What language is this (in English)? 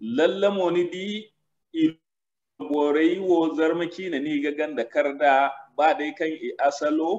Zarma